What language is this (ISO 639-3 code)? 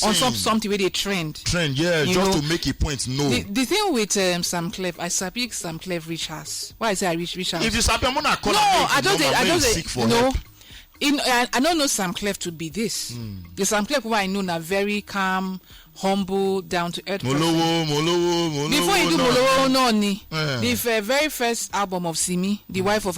pcm